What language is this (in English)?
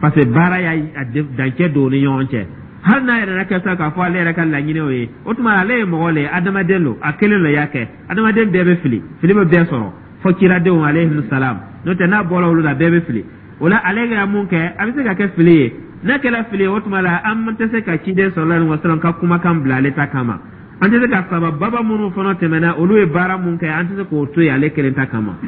Dyula